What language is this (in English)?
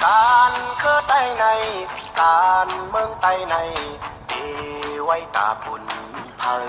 Shan